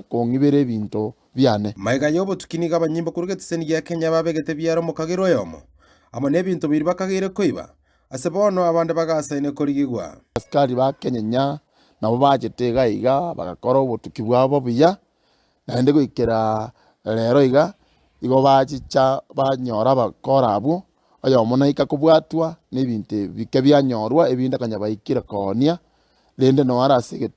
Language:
Gusii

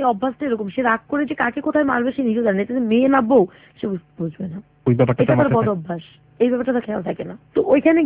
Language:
Bangla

